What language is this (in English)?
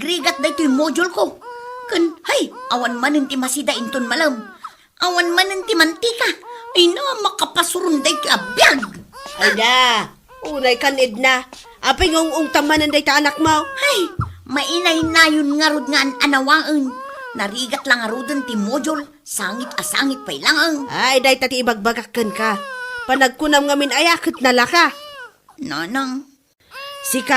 Iloko